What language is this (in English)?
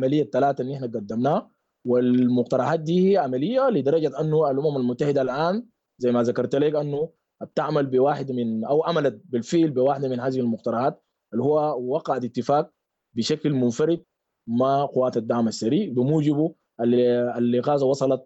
Sudanese Arabic